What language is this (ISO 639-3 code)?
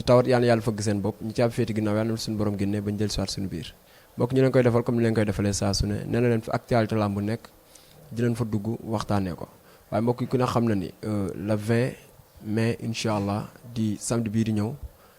wol